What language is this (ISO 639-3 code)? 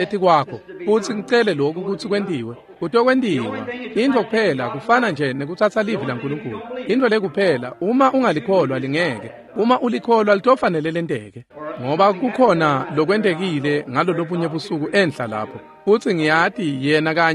ssw